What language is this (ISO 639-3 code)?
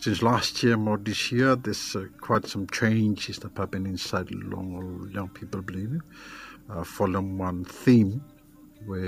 bis